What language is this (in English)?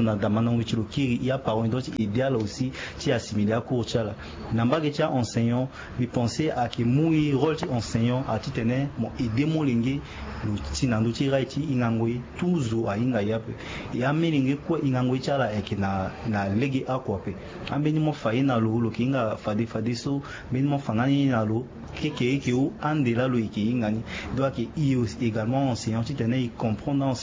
Sango